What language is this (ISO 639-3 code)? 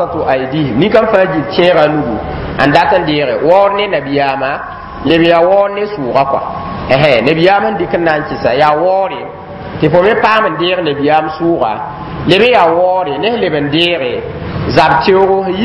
mos